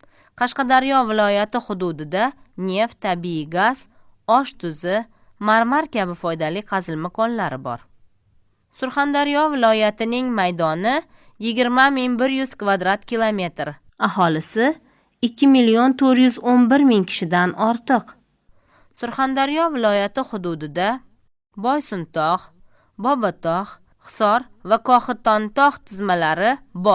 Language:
Uzbek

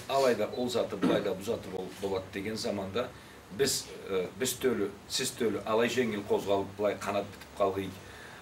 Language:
Karachay-Balkar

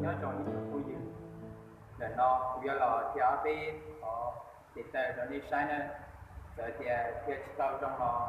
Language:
Hmong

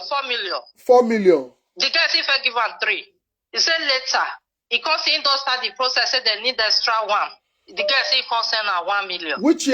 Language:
Nigerian Pidgin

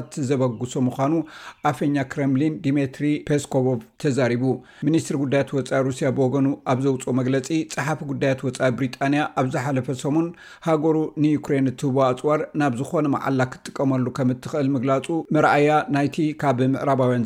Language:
Tigrinya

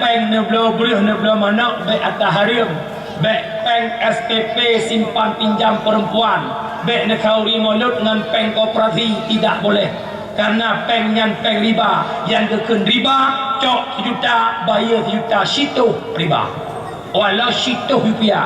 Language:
Achinese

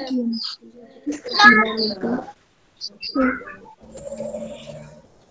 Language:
Indonesian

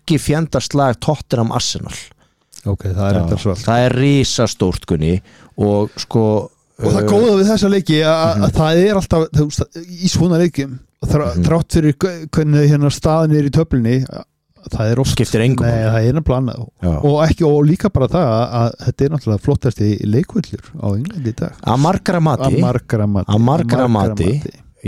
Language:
Icelandic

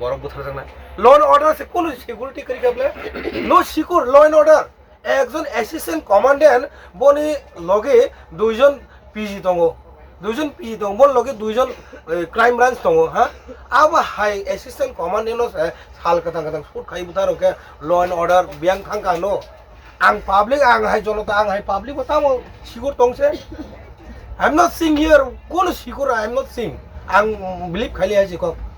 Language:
Kok Borok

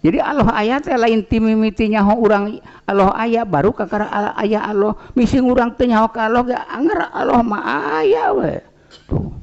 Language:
Sundanese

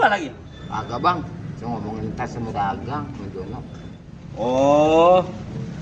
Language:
Betawi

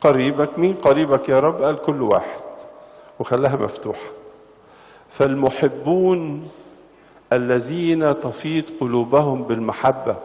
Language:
Egyptian Arabic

